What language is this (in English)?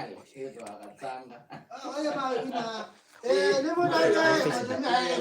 Kamba